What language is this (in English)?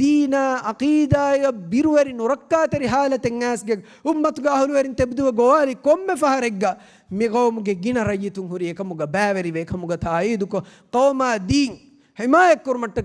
Divehi